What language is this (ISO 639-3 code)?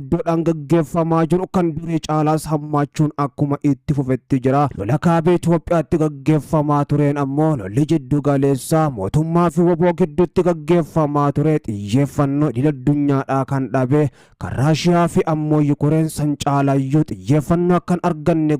orm